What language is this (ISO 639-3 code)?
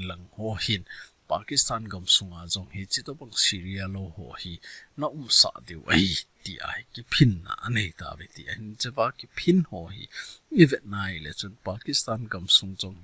tcz